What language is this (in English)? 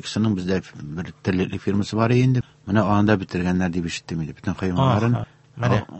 Tatar